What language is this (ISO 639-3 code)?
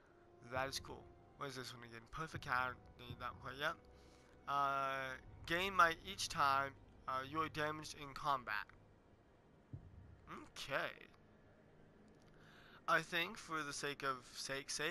eng